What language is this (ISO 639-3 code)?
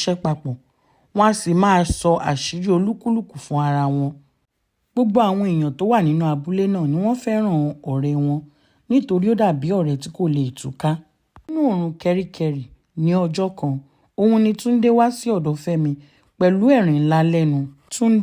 yor